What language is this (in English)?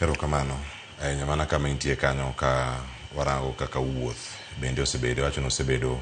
Luo (Kenya and Tanzania)